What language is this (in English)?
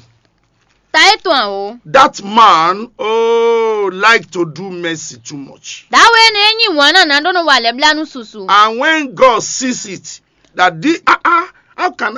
Fon